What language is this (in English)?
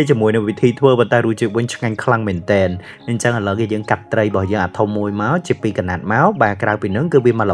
Khmer